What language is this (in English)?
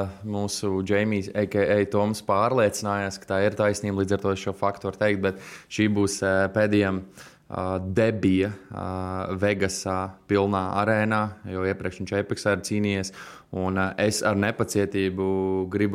Latvian